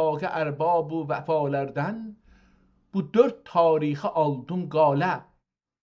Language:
South Azerbaijani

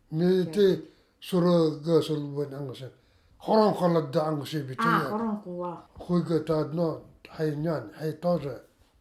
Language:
Nanai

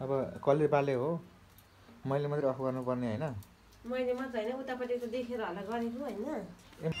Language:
Nepali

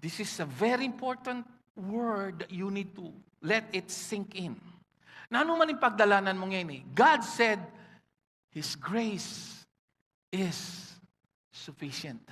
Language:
Pampanga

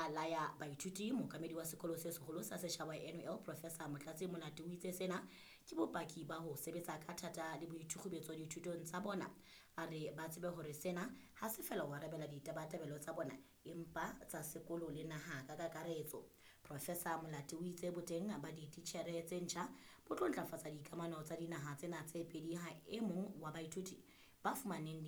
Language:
Southern Sotho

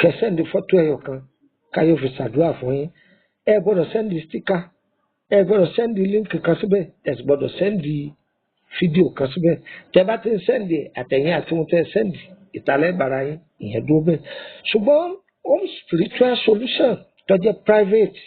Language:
Yoruba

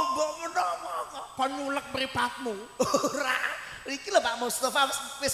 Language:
Javanese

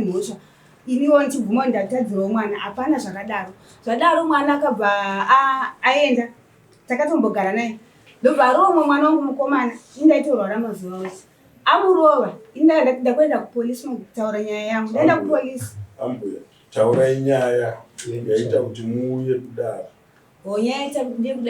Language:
Shona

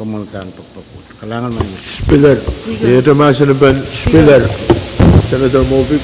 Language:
Pohnpeian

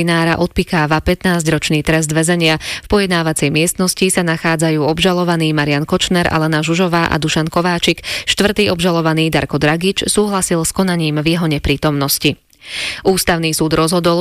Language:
Slovak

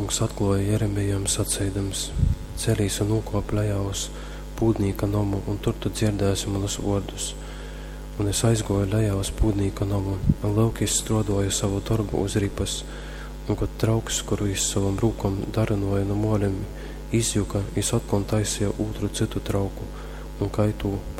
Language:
Latgalian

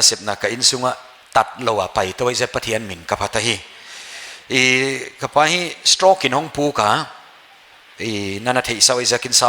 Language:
Paite Chin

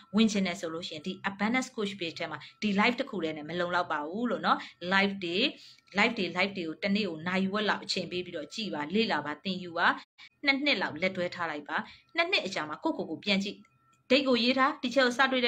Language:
Burmese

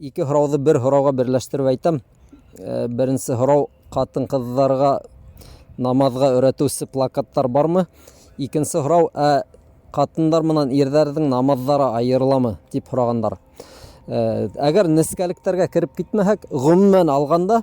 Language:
Bashkir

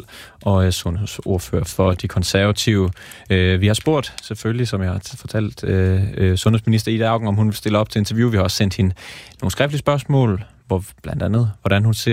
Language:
Danish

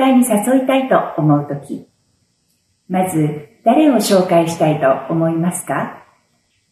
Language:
Japanese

